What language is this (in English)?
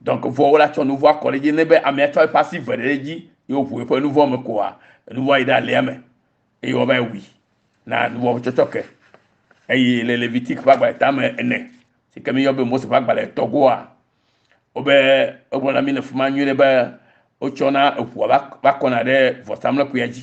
Ewe